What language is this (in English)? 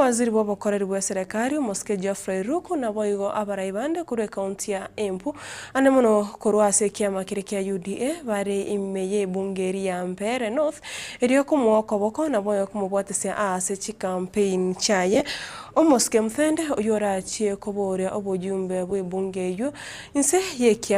Gusii